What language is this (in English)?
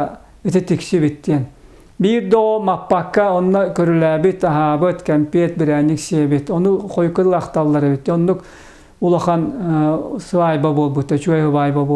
Yakut